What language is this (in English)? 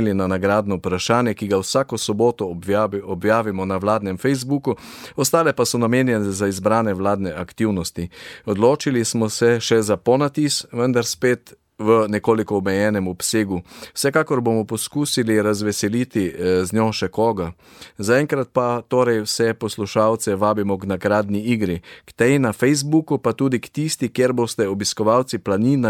Slovenian